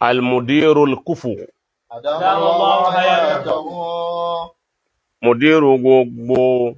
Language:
Yoruba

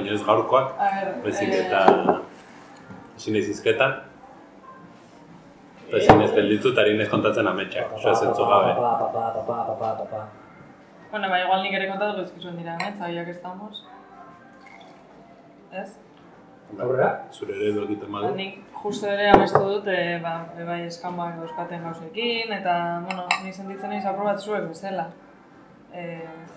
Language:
Basque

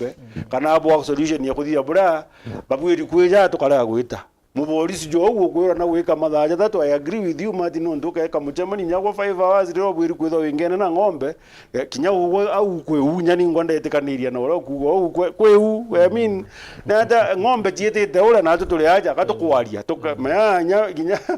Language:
Meru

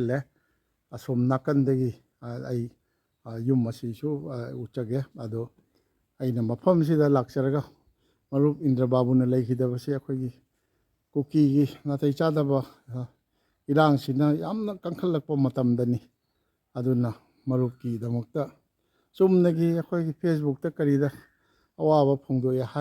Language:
Manipuri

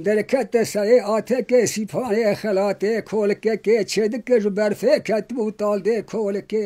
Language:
Kurdish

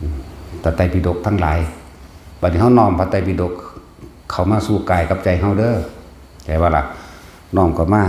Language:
Northeastern Thai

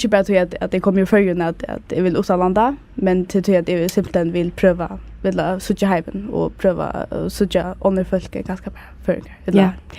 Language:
Faroese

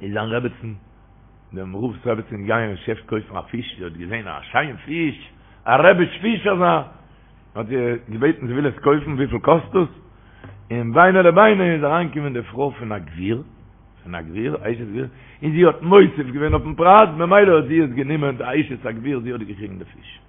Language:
Yiddish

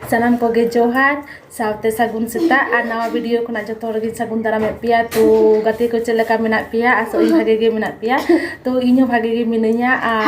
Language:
Santali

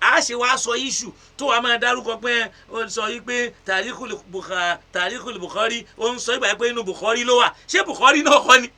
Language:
Yoruba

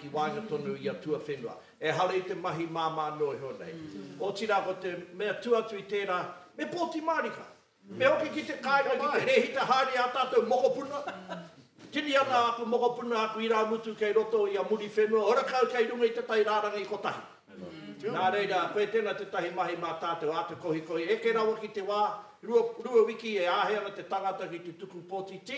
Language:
Māori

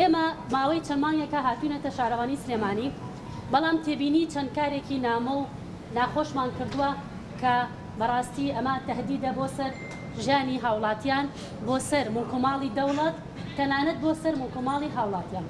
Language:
Central Kurdish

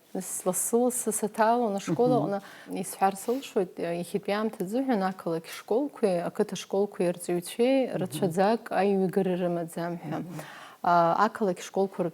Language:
Abkhazian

